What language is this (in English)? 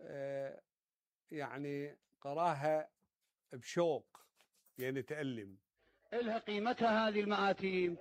Mesopotamian Arabic